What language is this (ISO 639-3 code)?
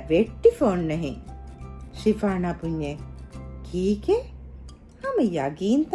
div